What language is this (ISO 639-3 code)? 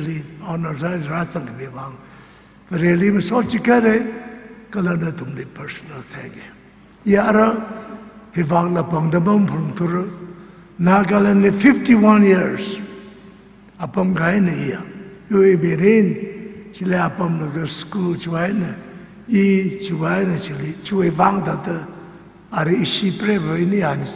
nmf